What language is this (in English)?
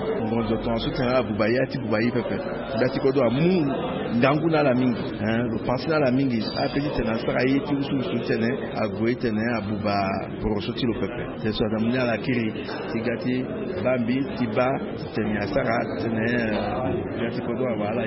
Sango